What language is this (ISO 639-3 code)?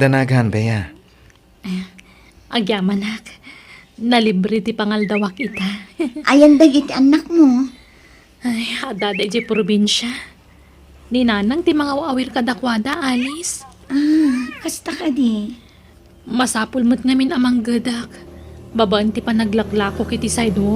ilo